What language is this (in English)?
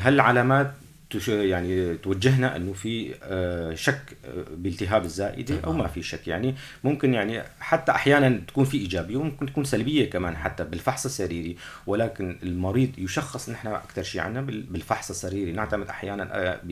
North Levantine Arabic